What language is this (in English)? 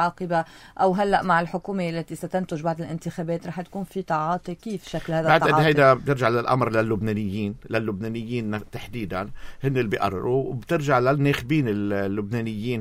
North Levantine Arabic